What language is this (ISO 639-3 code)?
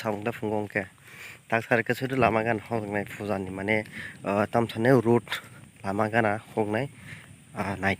trp